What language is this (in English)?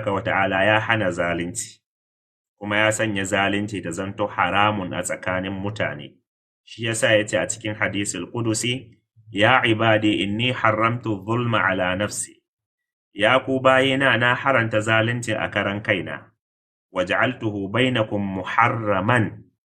Hausa